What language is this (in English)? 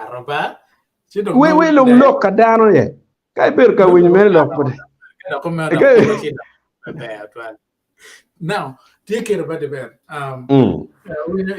Acoli